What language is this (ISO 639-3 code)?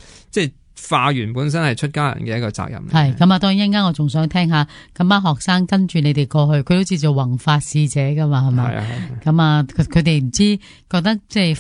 yue